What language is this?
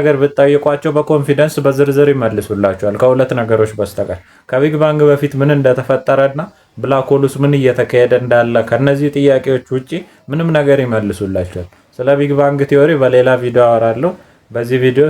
Amharic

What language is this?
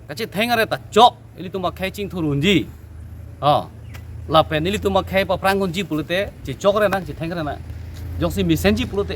Karbi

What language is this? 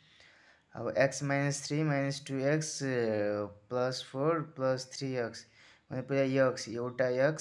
Nepali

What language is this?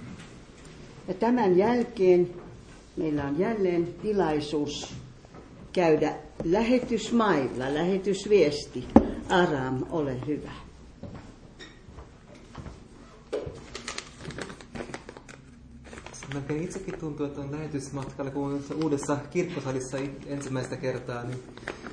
Finnish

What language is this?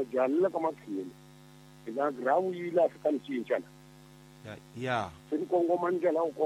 Tsonga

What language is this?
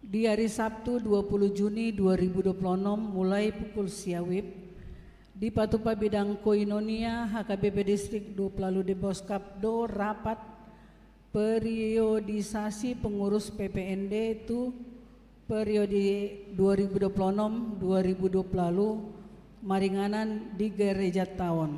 Batak Toba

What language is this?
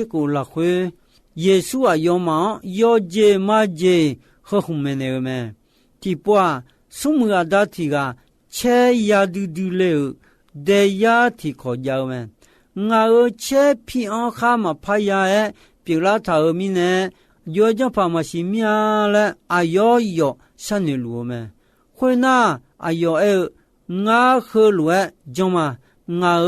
Akha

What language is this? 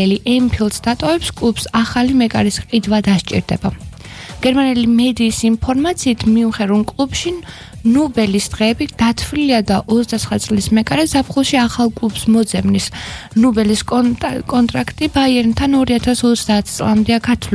Georgian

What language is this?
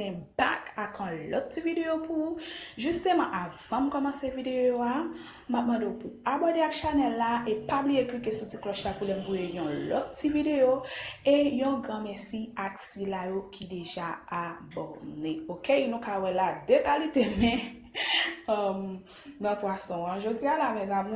Haitian Creole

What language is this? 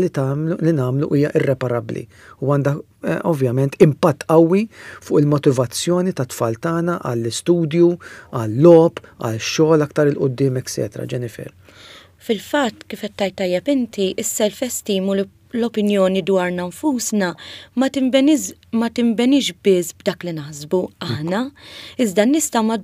Maltese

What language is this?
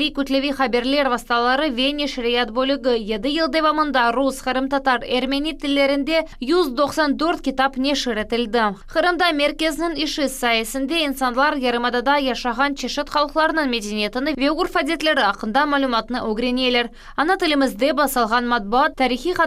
Crimean Tatar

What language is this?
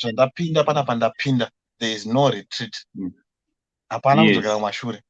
Shona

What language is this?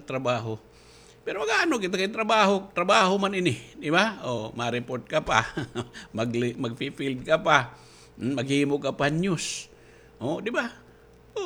Waray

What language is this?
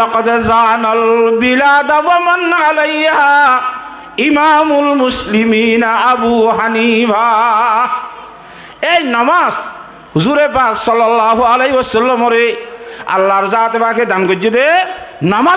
Rohingya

